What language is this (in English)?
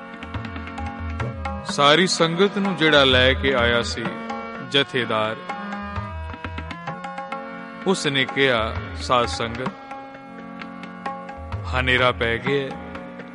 Punjabi